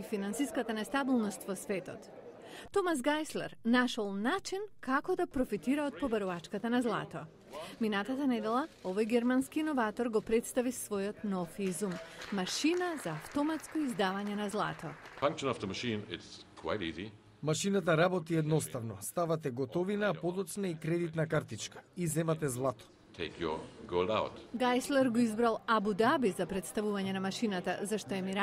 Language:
Macedonian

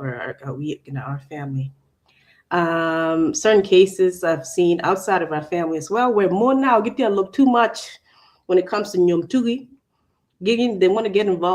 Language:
Acoli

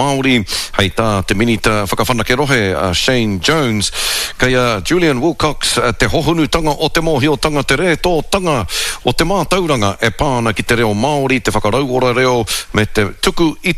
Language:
Māori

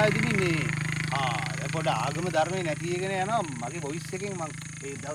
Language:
Sinhala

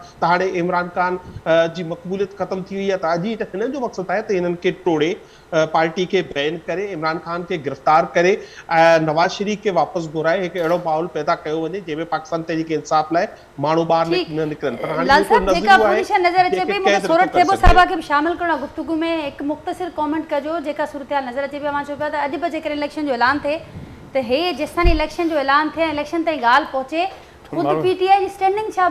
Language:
Sindhi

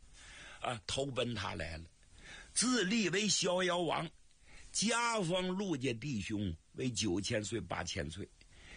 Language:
Chinese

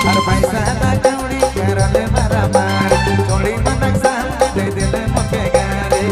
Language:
Sadri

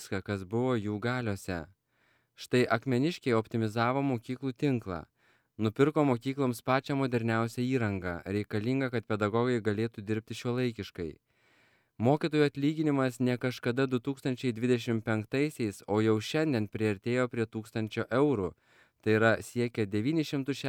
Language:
Lithuanian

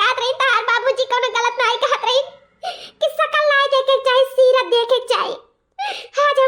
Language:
Awadhi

